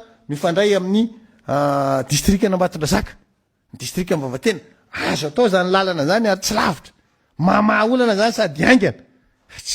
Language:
Malagasy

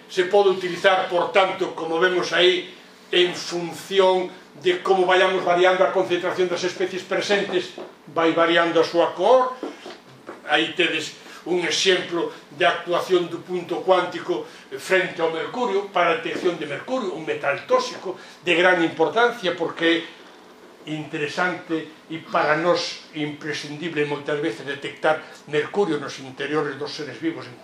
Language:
Galician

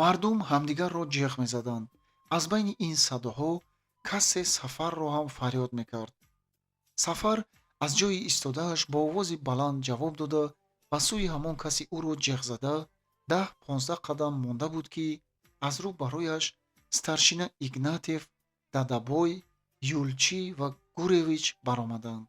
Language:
Tajik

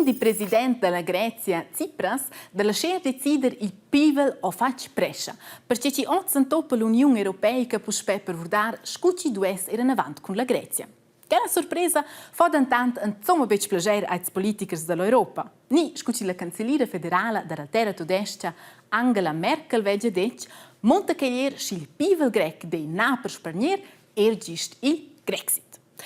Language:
Romansh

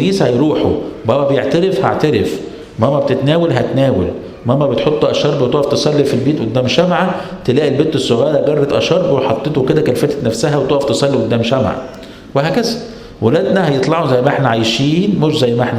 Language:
Egyptian Arabic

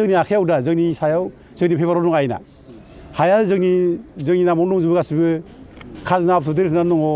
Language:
Bodo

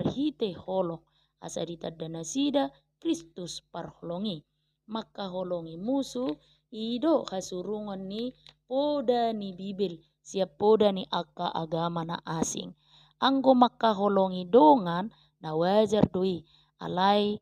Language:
Batak Toba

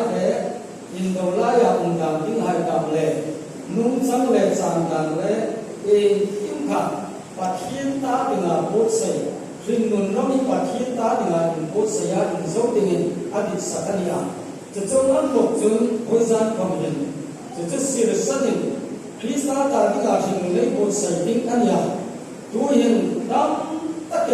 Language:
Hmar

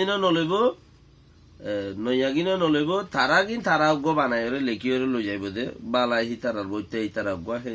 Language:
Rohingya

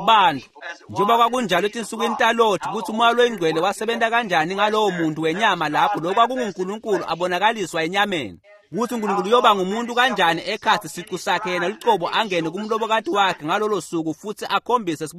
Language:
Swati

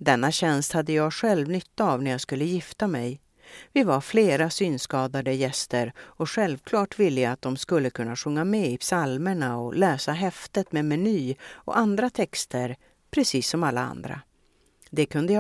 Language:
Swedish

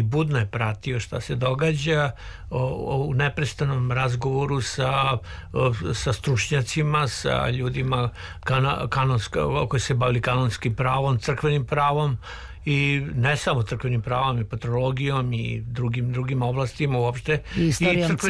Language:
Serbian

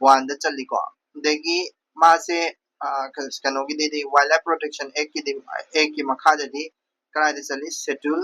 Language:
Manipuri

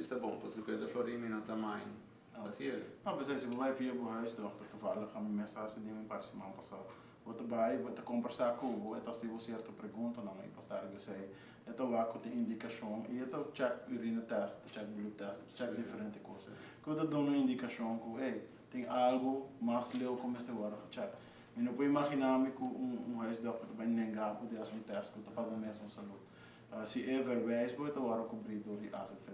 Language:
Papiamento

